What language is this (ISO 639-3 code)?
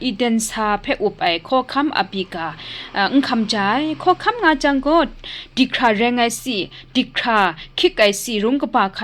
kac